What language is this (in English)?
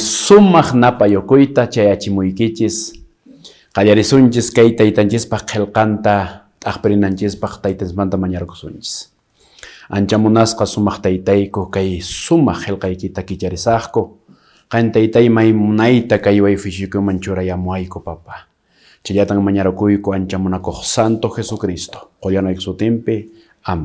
Quechua